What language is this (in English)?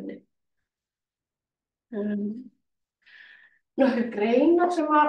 Icelandic